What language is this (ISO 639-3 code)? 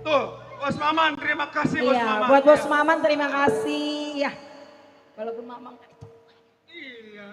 bew